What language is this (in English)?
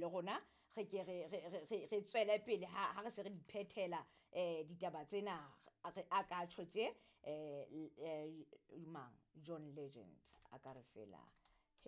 Southern Sotho